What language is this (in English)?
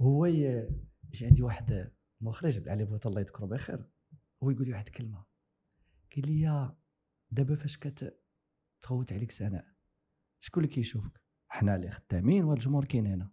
Moroccan Arabic